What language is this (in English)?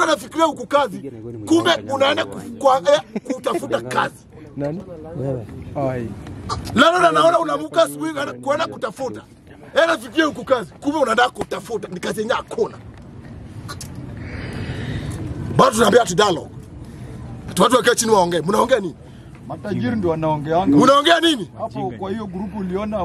Swahili